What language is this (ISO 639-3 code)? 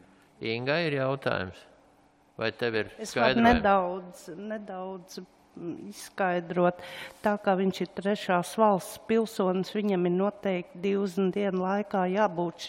lav